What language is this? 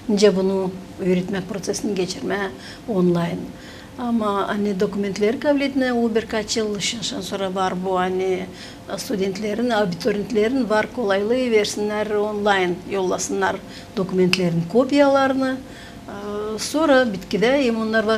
Gagauz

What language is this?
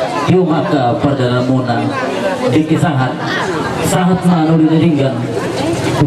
Batak Toba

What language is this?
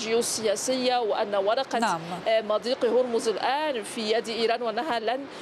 Arabic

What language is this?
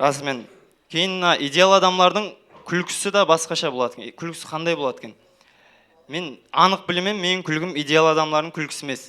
Kara-Kalpak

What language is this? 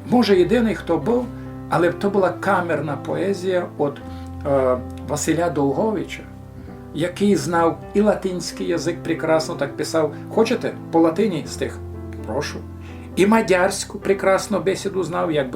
Rusyn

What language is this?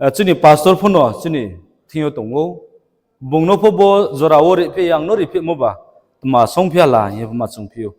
Riang (India)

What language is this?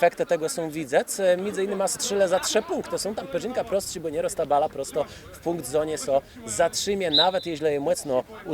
Kashubian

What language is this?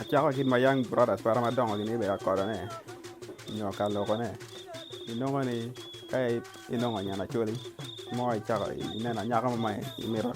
Acoli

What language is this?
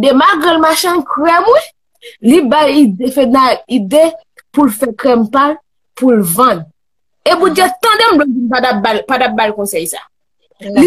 Haitian Creole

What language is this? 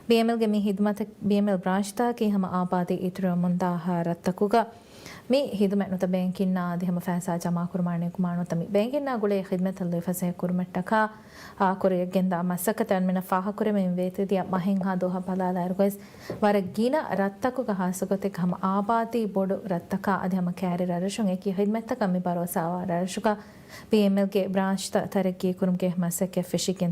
Divehi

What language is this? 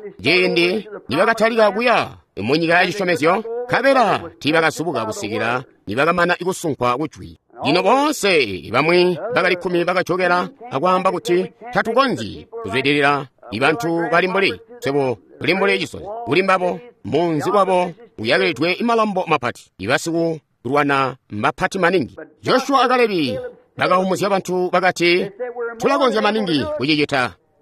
Tonga (Zambia)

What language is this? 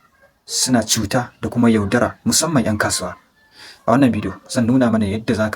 Hausa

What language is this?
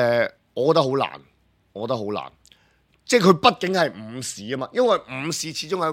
Cantonese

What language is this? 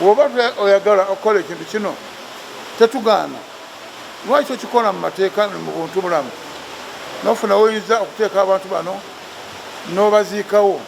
Ganda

